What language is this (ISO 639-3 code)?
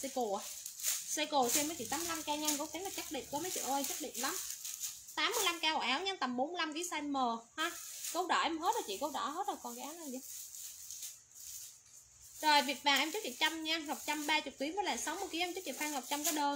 vie